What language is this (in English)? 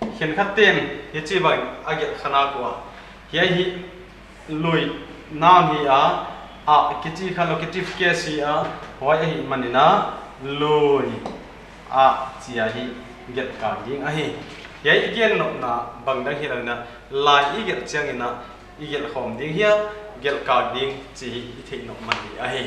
Paite Chin